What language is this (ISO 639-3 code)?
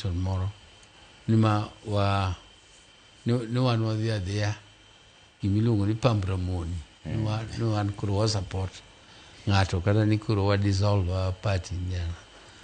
luo